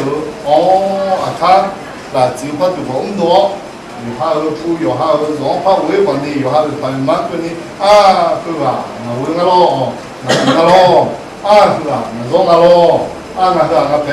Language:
Akha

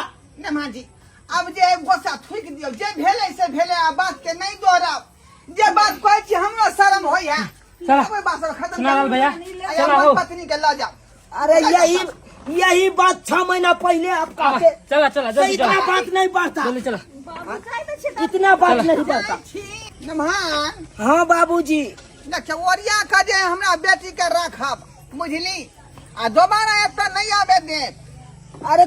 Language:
Maithili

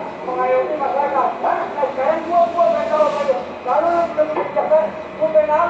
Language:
Betawi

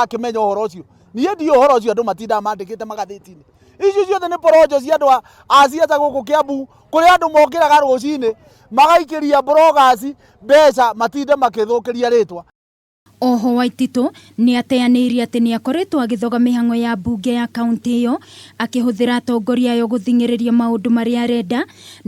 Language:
Kikuyu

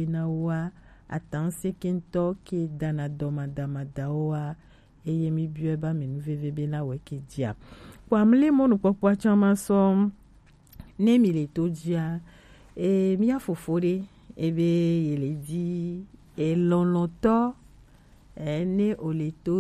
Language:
Gen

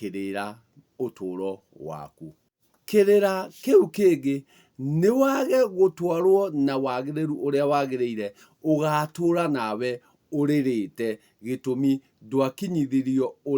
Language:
Kikuyu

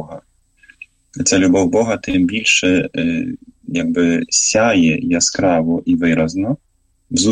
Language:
Ukrainian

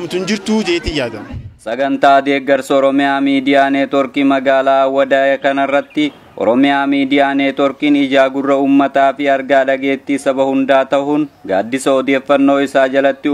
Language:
Oromo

